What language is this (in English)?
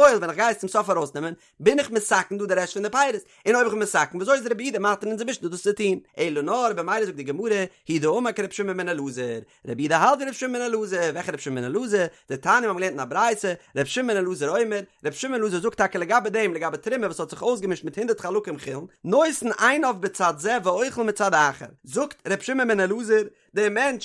Yiddish